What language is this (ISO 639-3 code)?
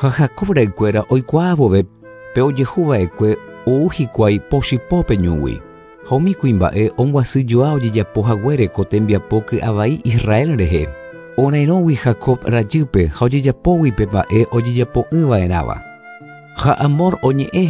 grn